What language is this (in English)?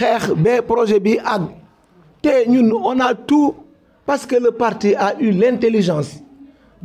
Wolof